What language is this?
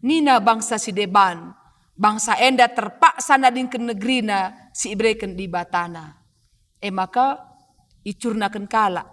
Batak Karo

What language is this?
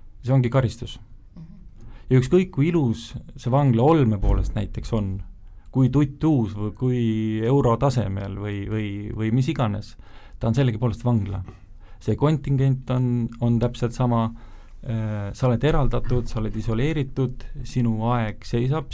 Estonian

